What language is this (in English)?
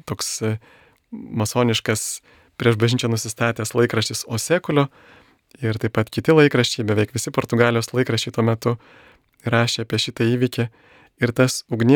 Lithuanian